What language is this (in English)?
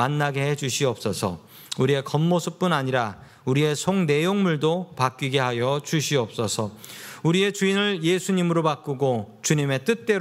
Korean